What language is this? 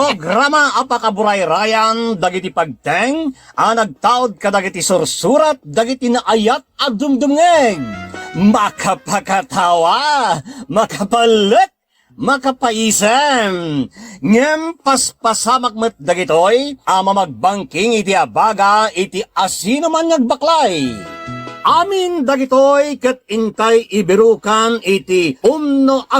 Iloko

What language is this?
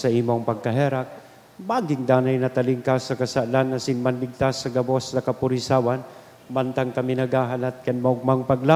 Bikol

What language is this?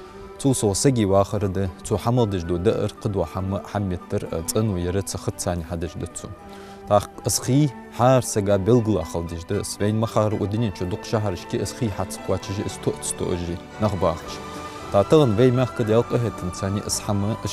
Ingush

